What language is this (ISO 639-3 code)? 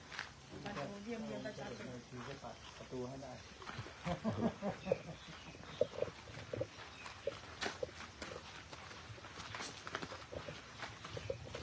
tha